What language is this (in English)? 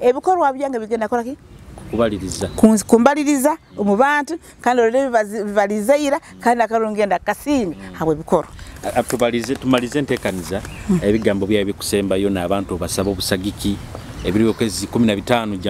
Nyoro